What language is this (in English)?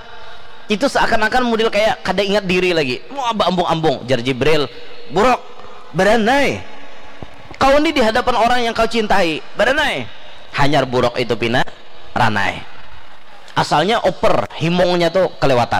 Banjar